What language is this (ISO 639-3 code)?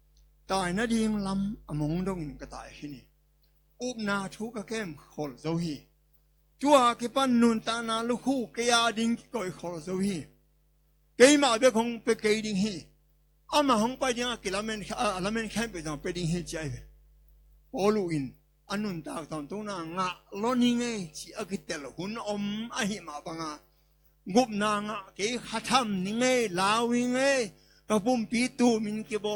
ctd